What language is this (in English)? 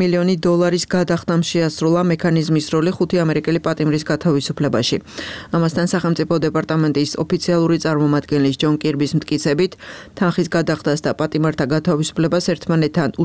Georgian